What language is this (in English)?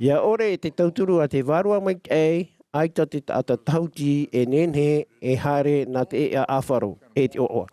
Tahitian